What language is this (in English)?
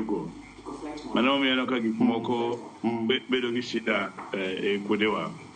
Luo (Kenya and Tanzania)